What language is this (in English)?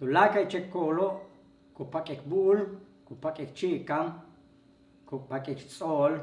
Yucateco